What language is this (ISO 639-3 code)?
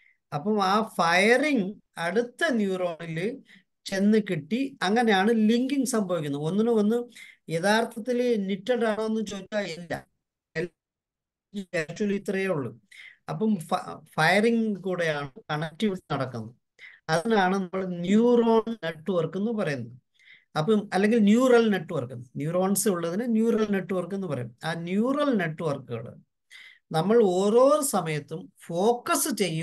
mal